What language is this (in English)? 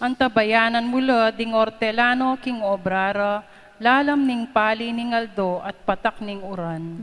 Pampanga